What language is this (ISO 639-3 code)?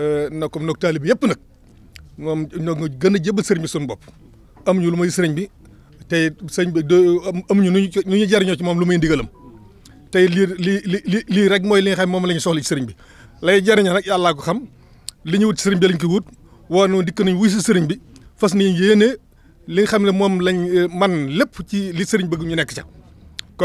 wol